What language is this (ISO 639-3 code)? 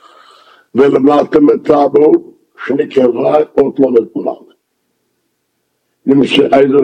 heb